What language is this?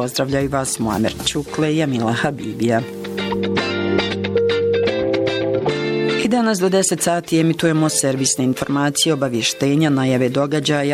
Bosnian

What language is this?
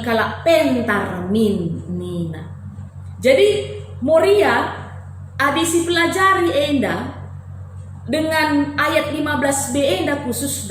Batak Karo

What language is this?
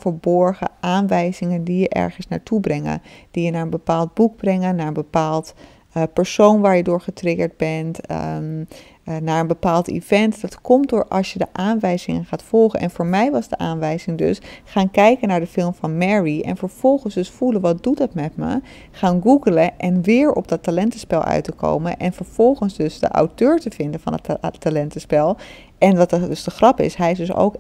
Dutch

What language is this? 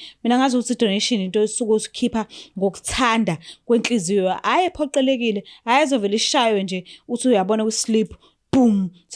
Zulu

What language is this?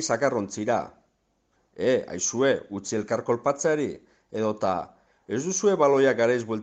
Basque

